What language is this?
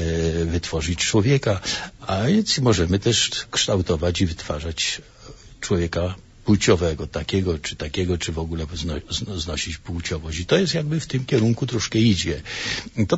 Polish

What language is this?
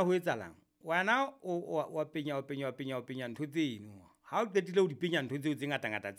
Southern Sotho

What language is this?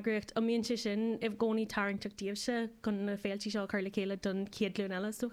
Irish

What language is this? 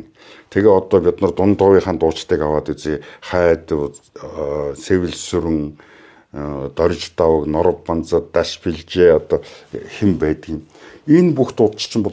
Mongolian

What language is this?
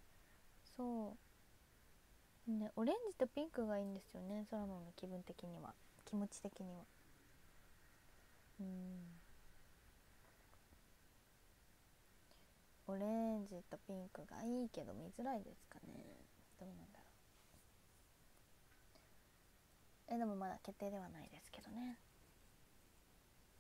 Japanese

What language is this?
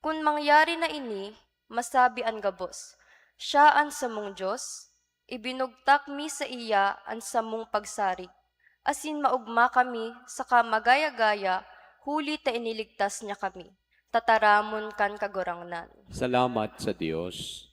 Bikol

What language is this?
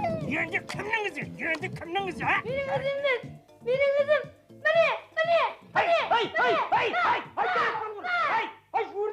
Kara-Kalpak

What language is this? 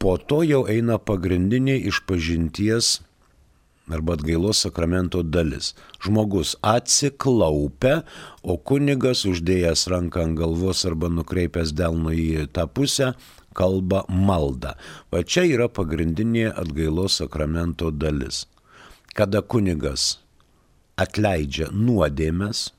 Lithuanian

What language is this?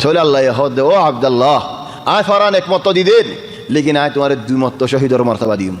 Rohingya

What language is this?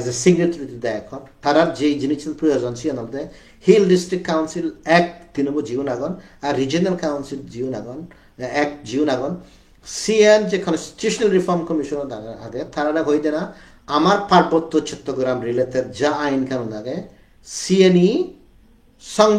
Chakma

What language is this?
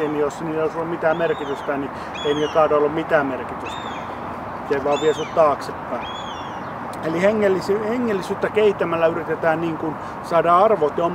Finnish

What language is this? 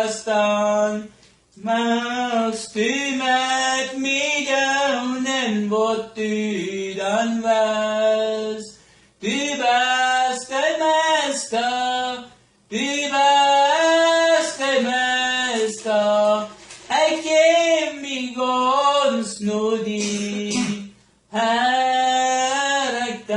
Plautdietsch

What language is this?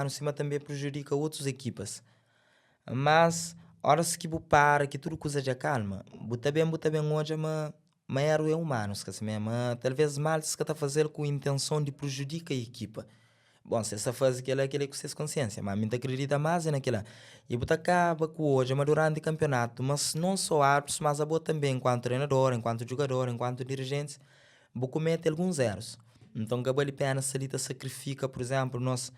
Kabuverdianu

